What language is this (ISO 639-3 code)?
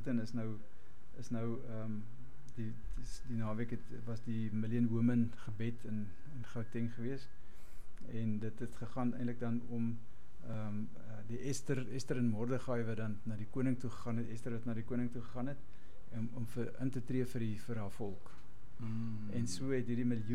afr